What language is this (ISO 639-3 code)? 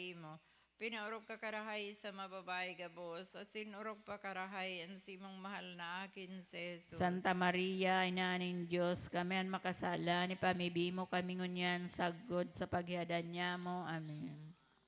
bik